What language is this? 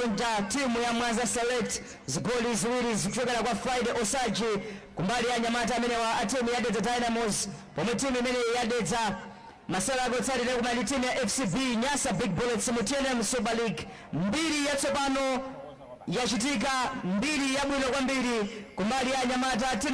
Nyanja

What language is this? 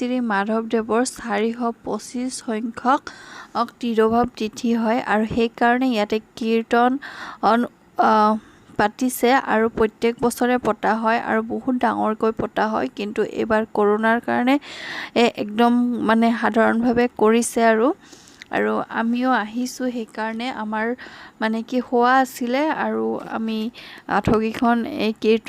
Assamese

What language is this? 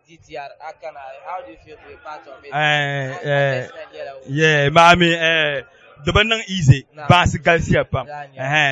Dagbani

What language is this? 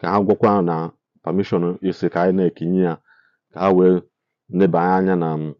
Igbo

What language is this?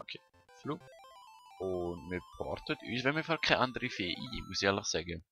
Swiss German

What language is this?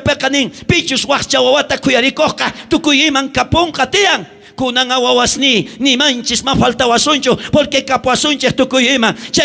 South Bolivian Quechua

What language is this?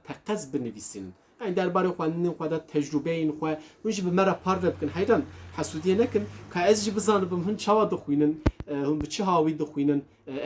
Kurdish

